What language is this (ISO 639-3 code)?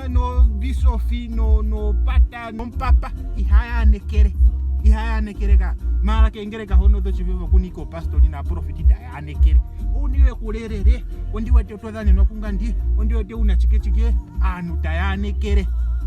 ndo